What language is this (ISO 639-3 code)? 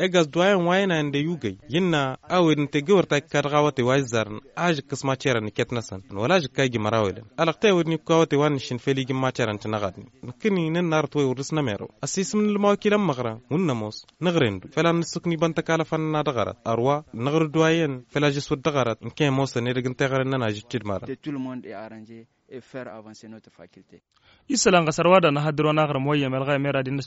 taq